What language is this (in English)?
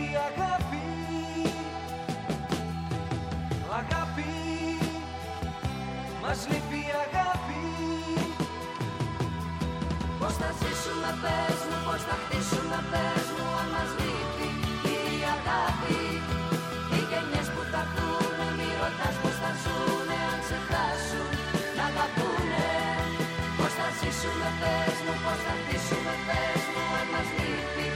Greek